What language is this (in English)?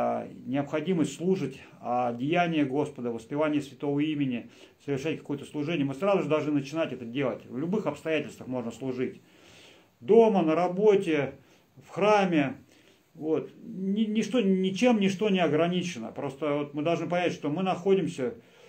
Russian